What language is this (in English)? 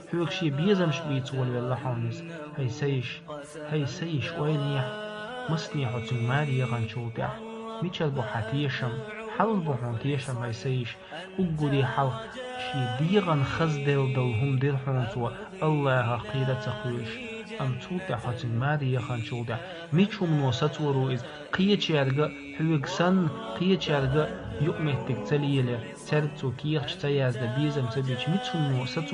Chechen